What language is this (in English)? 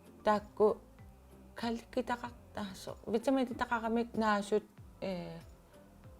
Kalaallisut